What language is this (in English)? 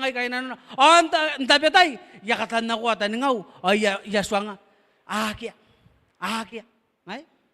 Gilbertese